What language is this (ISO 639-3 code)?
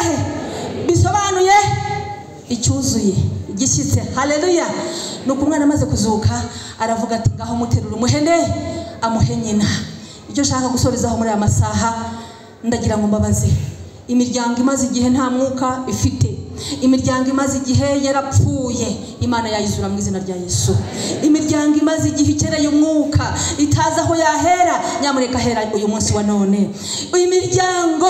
kin